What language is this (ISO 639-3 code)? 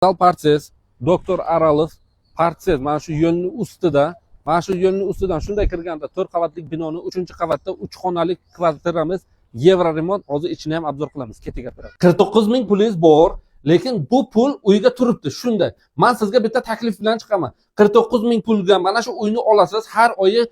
uzb